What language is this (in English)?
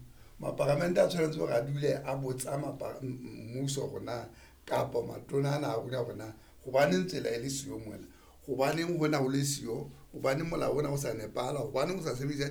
Southern Sotho